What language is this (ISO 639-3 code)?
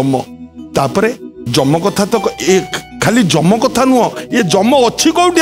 ori